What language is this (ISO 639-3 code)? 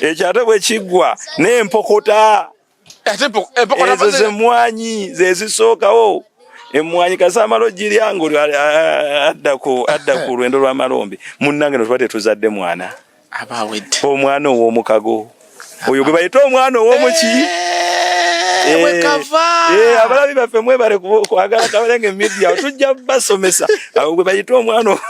lug